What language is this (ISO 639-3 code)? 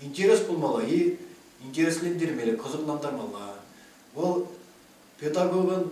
chv